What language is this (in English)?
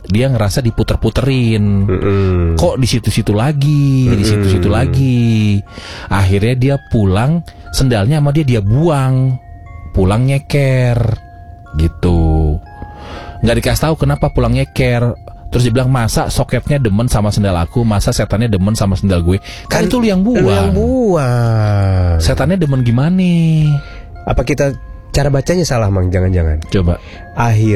Indonesian